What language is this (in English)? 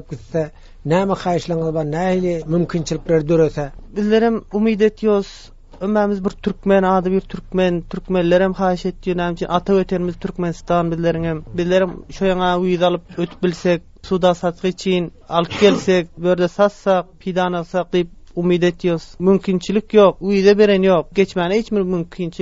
Turkmen